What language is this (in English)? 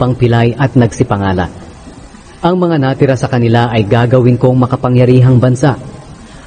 Filipino